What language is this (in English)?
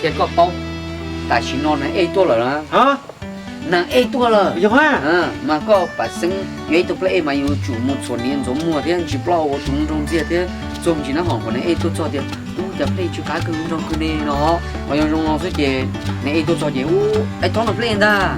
Hmong